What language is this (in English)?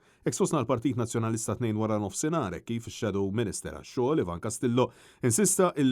Maltese